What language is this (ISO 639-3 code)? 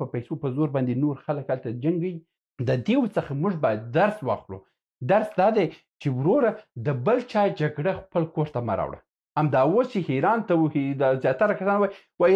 pus